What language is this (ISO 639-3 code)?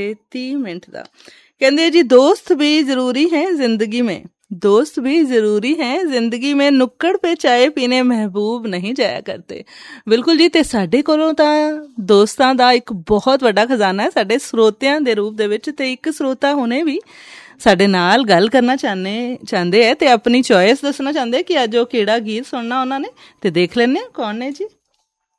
pan